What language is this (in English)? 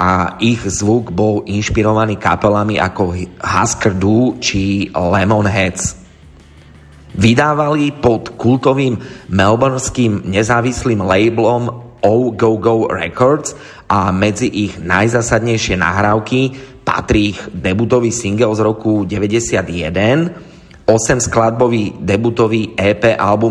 Slovak